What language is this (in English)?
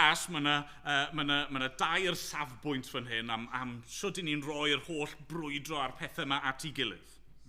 Welsh